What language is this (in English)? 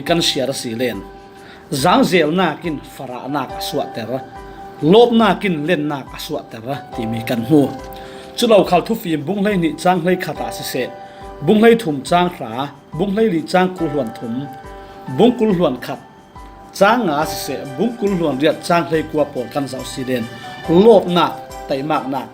Falam Chin